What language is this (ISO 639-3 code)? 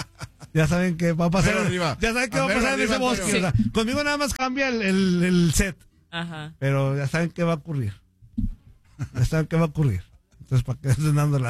spa